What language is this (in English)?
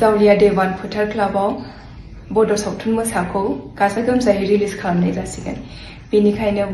Bodo